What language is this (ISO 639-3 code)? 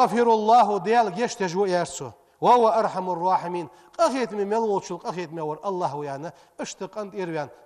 inh